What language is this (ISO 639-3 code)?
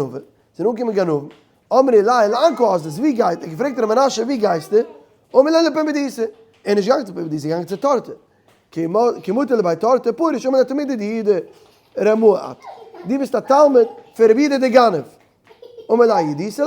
yid